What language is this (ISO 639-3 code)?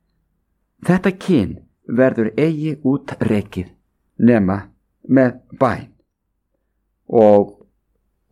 isl